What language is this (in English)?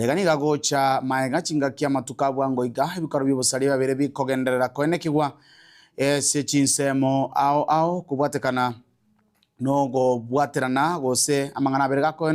Gusii